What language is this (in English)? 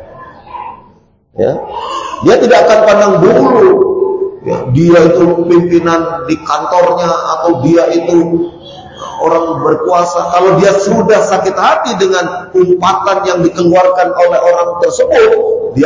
Indonesian